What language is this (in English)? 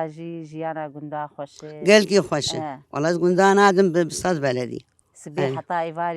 Kurdish